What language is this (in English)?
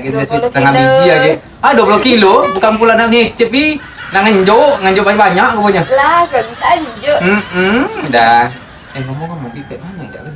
Musi